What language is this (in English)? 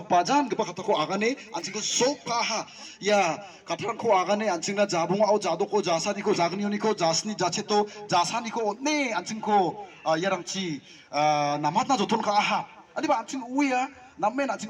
Garo